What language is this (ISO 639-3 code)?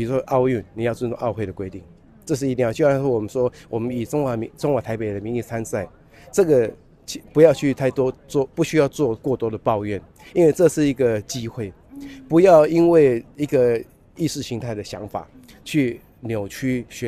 zho